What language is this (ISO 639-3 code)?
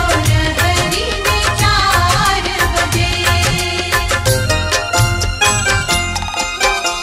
bho